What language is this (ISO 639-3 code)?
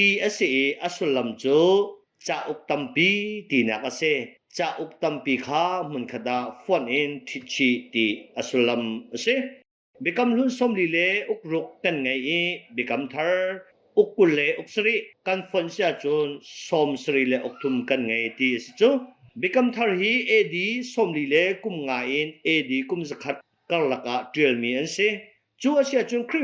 cnh